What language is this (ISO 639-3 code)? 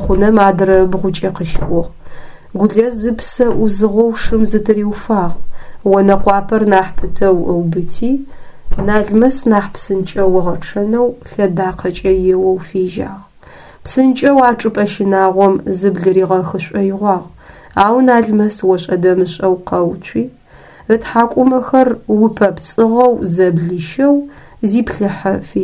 ady